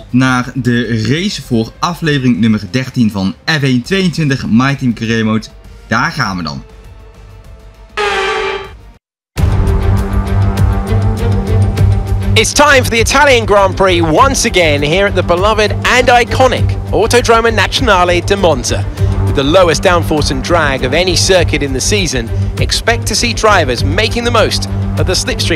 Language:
Dutch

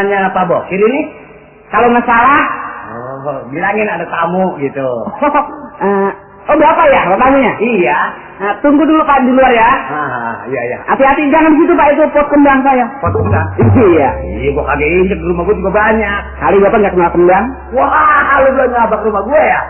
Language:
Betawi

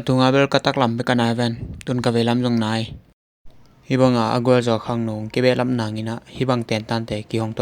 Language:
Tedim Chin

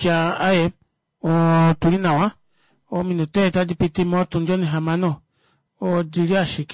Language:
Kuanyama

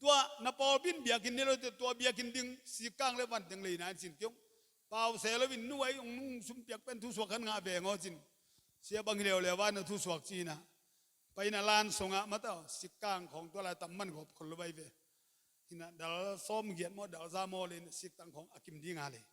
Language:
Tedim Chin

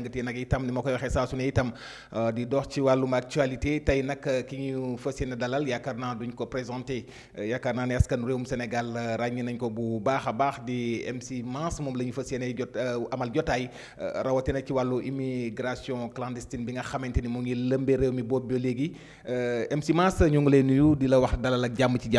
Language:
Wolof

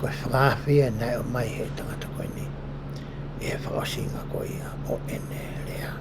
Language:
Tongan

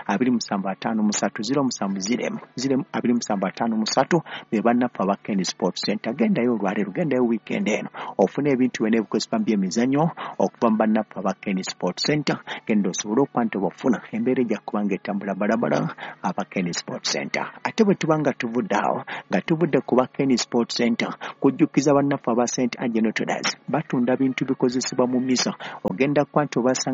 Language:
Ganda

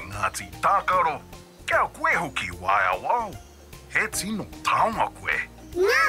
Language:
Māori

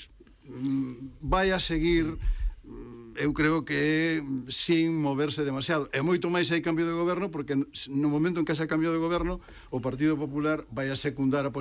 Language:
Galician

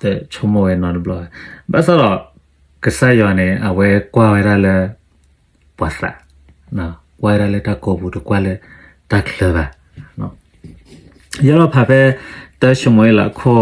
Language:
S'gaw Karen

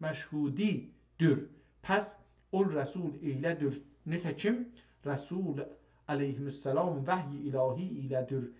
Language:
South Azerbaijani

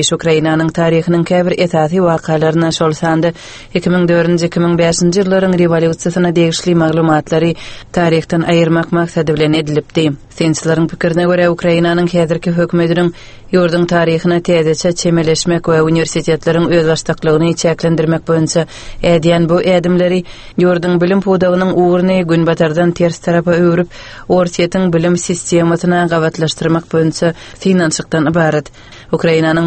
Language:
Turkmen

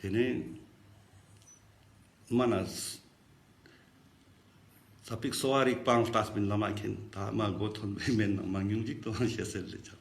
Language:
Ladakhi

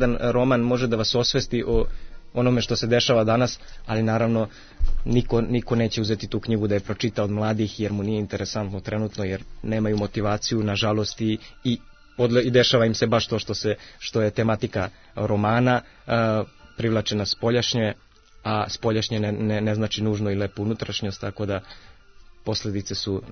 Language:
Serbian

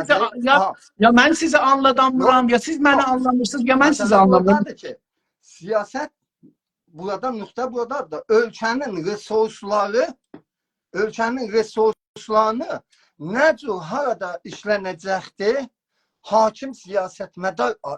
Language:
South Azerbaijani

